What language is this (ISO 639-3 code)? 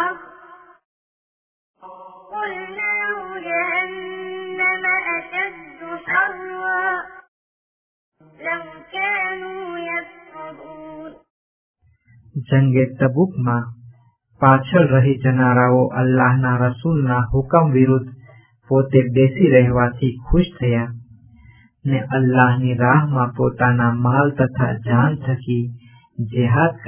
guj